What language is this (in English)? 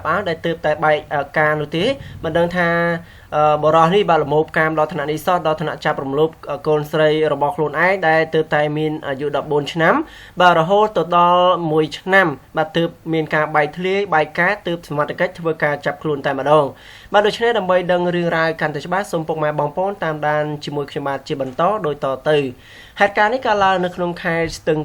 Khmer